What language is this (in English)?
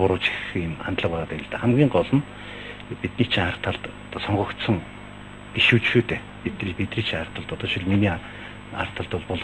Mongolian